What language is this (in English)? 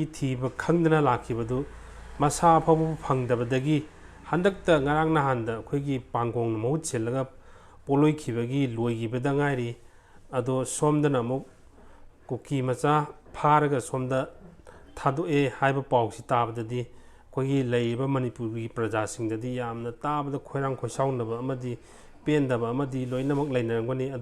Manipuri